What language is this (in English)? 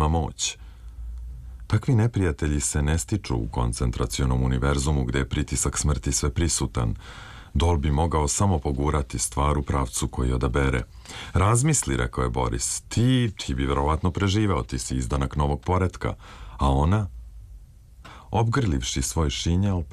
Serbian